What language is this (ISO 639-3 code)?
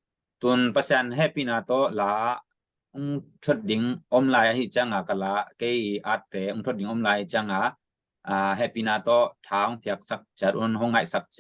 ctd